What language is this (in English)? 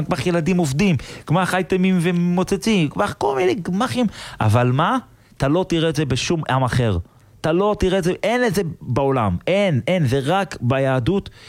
Hebrew